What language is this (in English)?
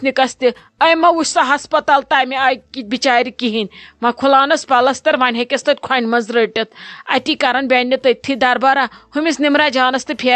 Kashmiri